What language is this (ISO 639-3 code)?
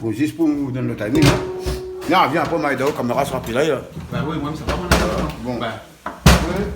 rcf